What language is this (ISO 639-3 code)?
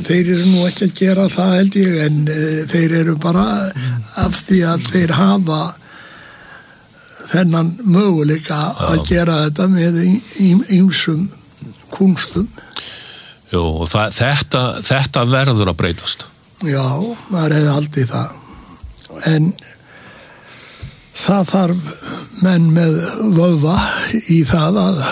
isl